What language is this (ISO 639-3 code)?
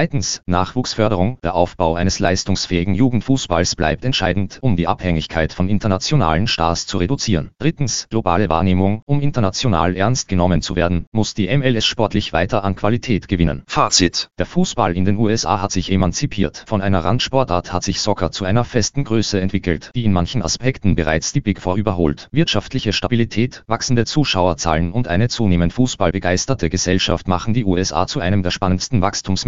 deu